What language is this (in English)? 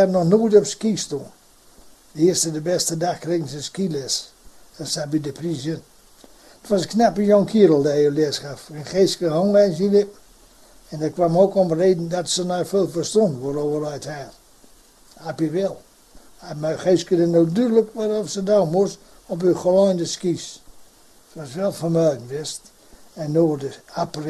Gronings